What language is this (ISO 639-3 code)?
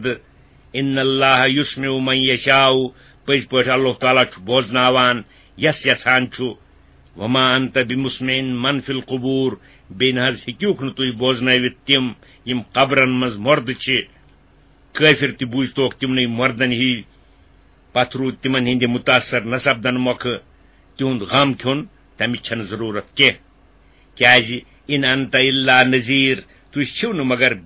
kas